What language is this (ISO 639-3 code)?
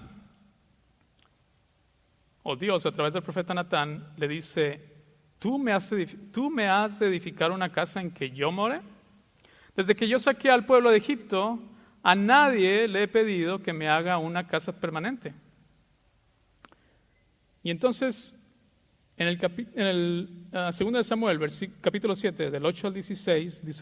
spa